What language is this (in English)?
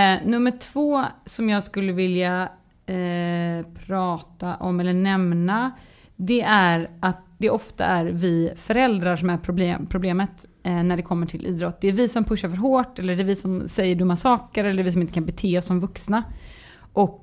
Swedish